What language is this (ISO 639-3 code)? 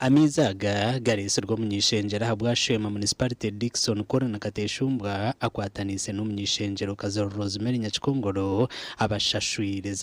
nyn